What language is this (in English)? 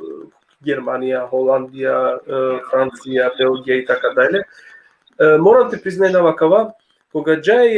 Balkan Romani